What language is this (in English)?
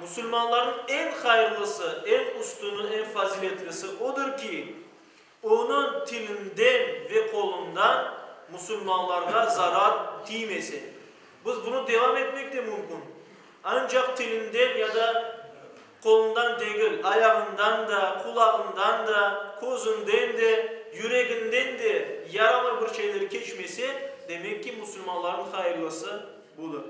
Crimean Tatar